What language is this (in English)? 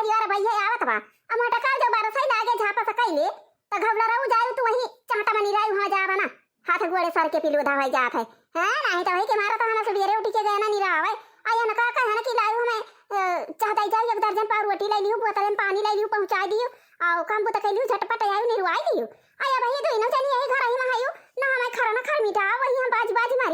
Awadhi